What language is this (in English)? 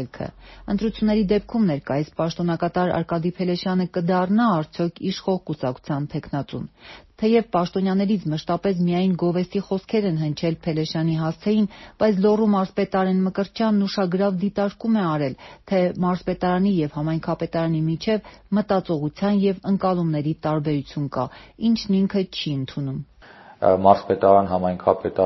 Armenian